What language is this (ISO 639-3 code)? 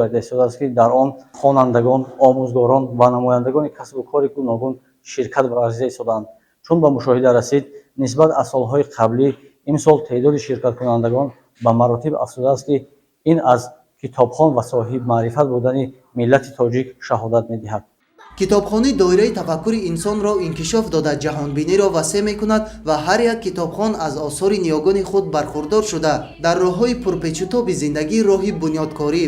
tgk